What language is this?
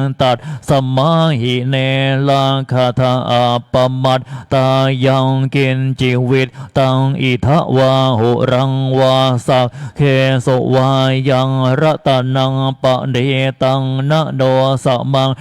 Pali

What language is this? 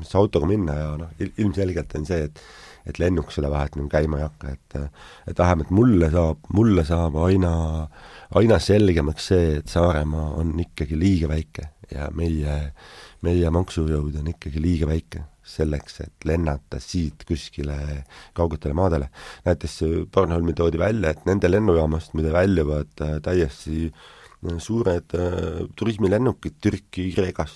Estonian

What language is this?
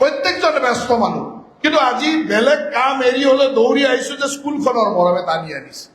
Assamese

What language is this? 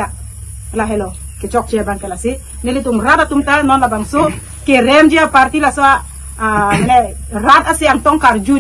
Karbi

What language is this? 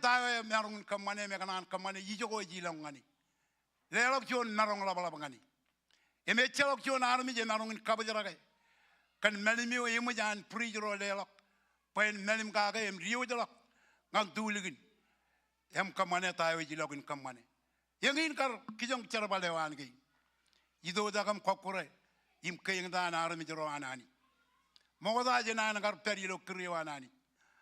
Marshallese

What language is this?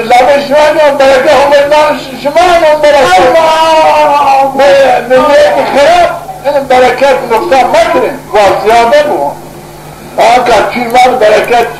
Zaza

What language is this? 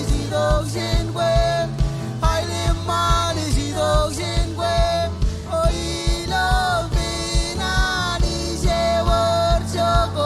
Marshallese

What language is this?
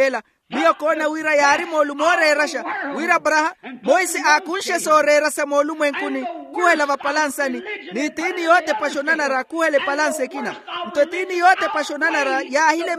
Makhuwa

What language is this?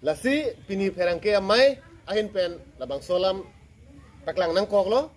Karbi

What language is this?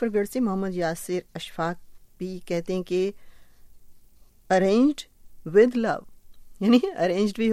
Urdu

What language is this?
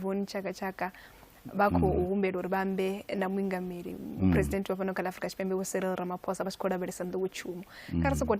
Venda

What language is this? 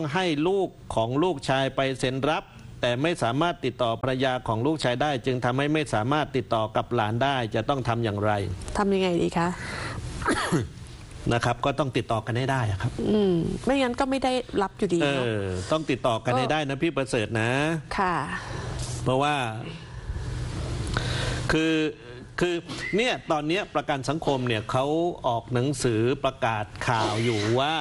Thai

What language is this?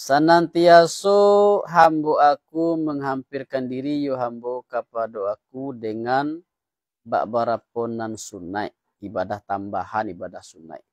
Minangkabau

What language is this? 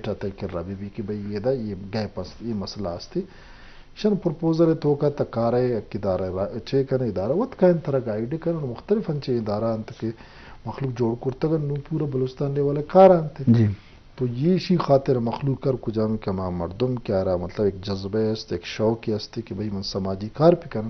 Eastern Balochi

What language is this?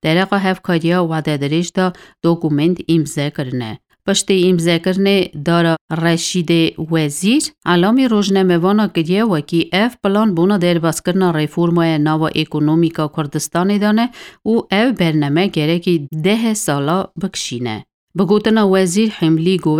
Kurdish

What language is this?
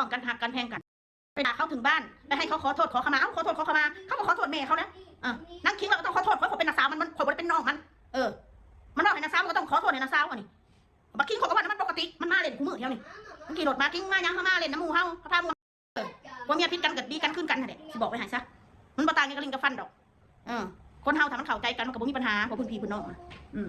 Northeastern Thai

